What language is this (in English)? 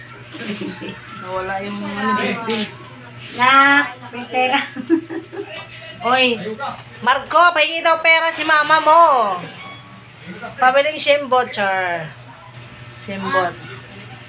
Filipino